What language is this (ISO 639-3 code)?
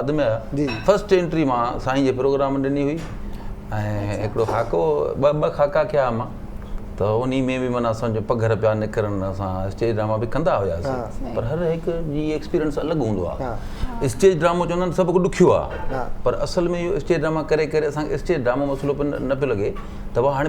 snd